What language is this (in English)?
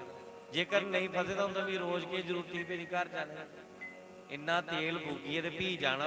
Dogri